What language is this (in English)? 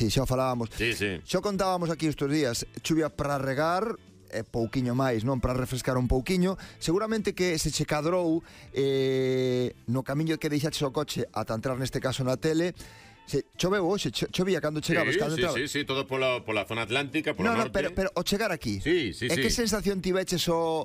Galician